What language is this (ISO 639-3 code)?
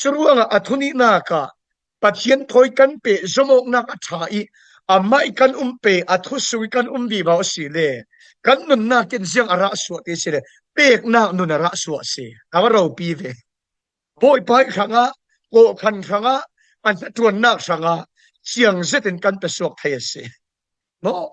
cfm